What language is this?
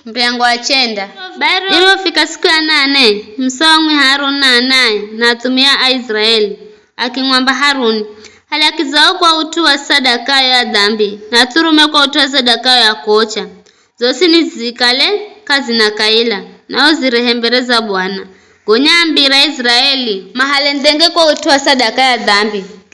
Giryama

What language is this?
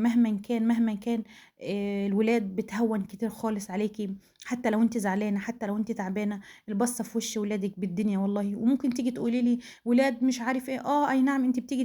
Egyptian Arabic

